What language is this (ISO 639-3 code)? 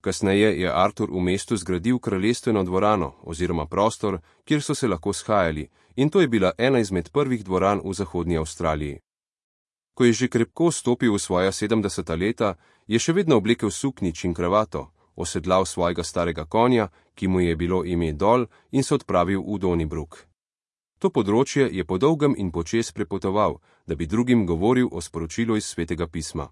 slv